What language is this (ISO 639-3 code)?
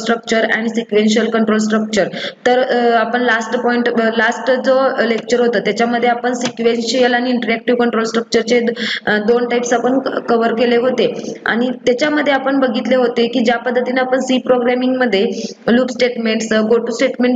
mar